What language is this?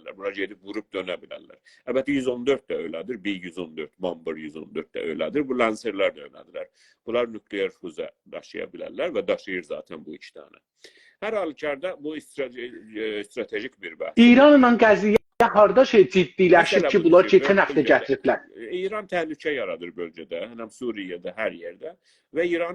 South Azerbaijani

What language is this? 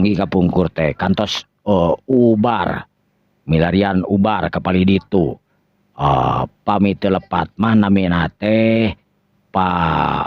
Sundanese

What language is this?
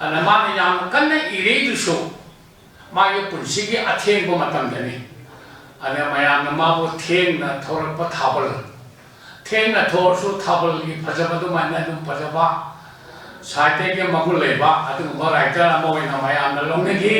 Manipuri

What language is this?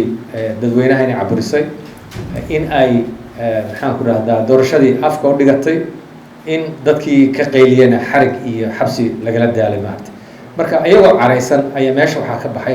Somali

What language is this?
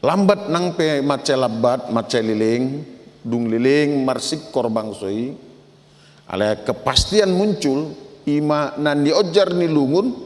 Batak Toba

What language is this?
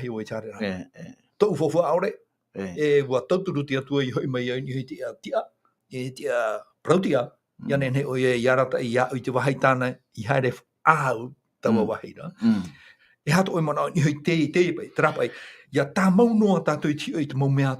Tahitian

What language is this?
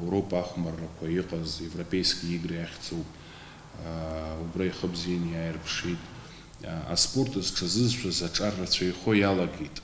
Abkhazian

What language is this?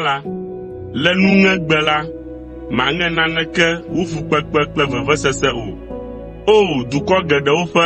Ewe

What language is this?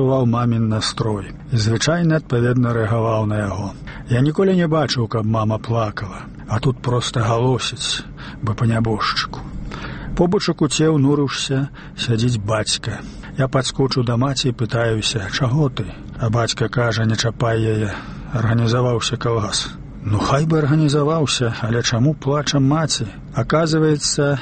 Belarusian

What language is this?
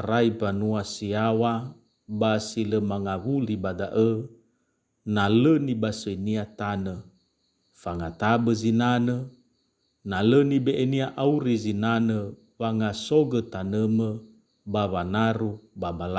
Nias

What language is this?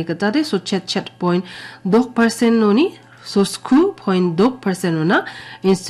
Garo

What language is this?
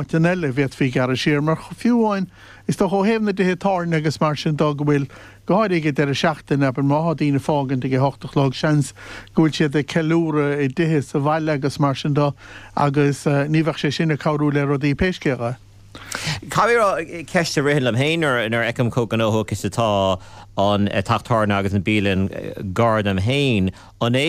Irish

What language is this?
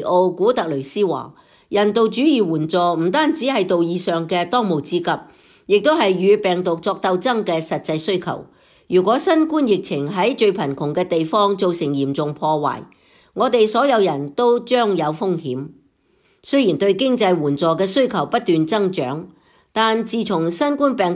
Cantonese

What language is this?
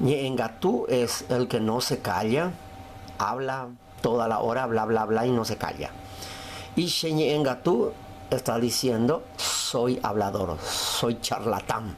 Guarani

